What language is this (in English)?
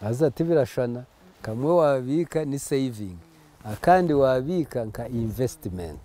Nyankole